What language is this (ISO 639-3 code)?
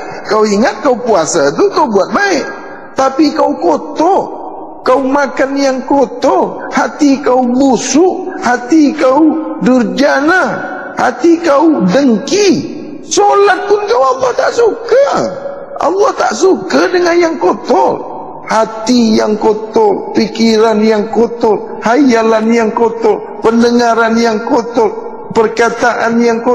msa